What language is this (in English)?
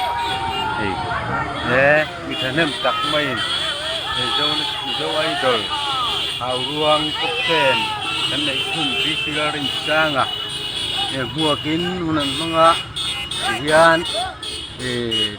Mizo